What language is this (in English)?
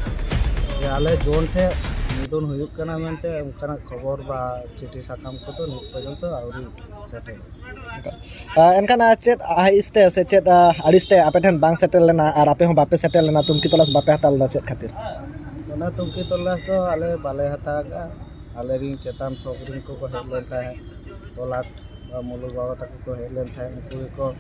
Santali